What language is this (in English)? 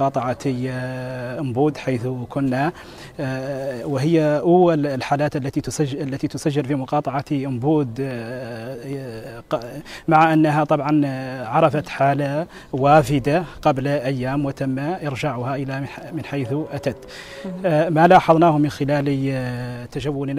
Arabic